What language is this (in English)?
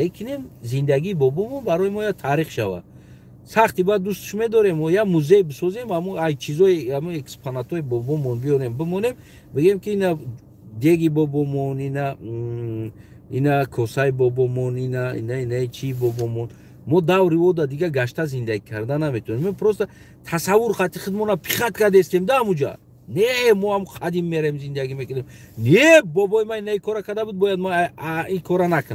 Tajik